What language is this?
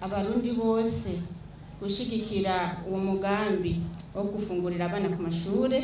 Rundi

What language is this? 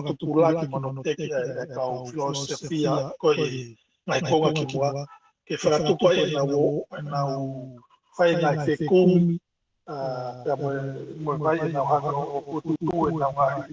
Tongan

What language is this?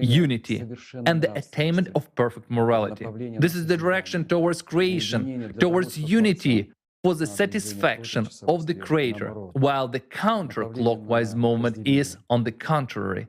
Nyanja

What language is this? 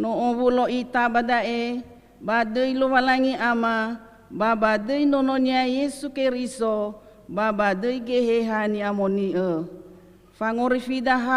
Nias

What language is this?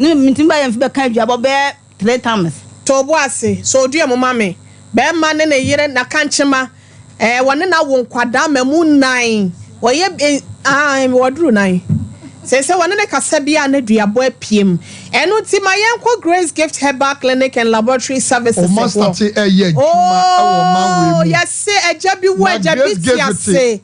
Akan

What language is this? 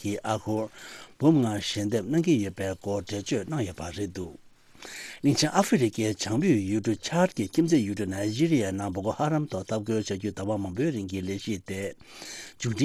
Tibetan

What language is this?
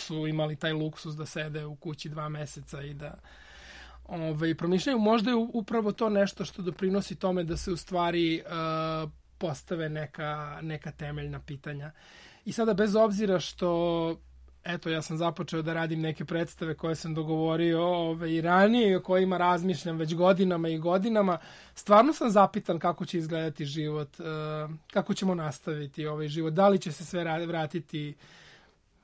Serbian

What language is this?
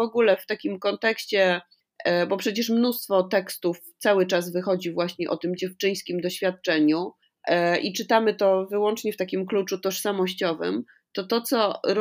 Polish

